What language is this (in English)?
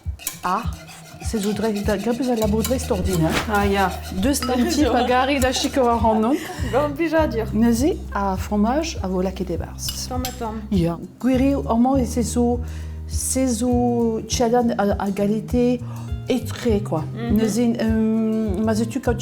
Breton